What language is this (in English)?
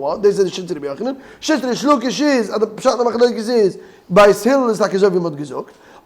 Yiddish